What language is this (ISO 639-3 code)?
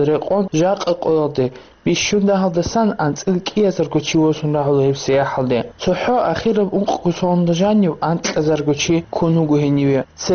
ava